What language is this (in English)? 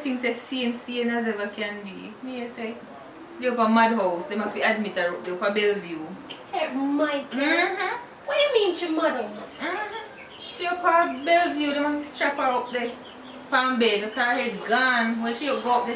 Jamaican Creole English